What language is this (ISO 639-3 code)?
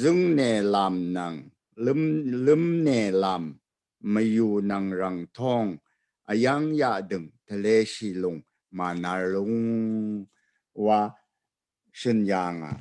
raw